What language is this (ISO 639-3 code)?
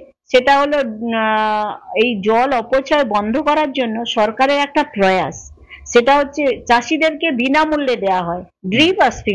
ben